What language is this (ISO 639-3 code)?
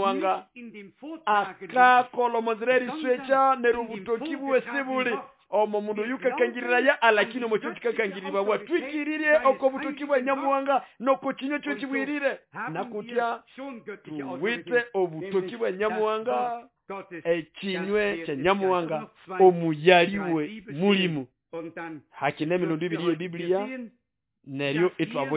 nnb